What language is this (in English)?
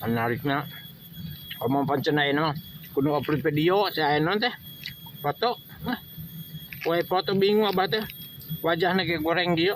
Sundanese